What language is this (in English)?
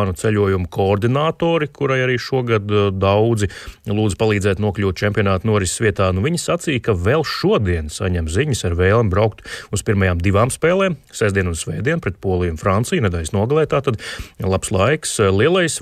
Latvian